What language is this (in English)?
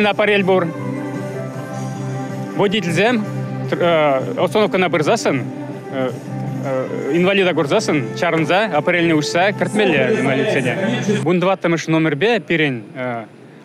Chuvash